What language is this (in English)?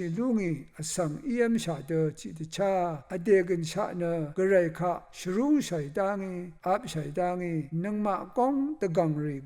Rawang